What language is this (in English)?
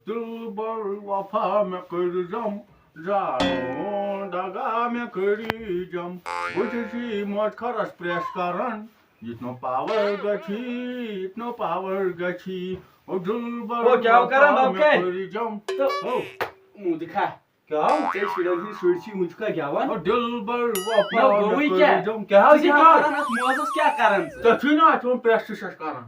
Kashmiri